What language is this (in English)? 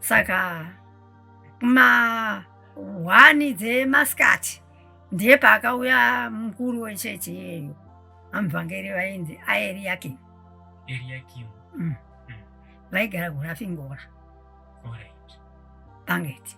Shona